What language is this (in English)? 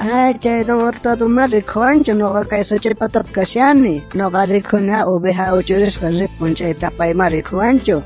South Bolivian Quechua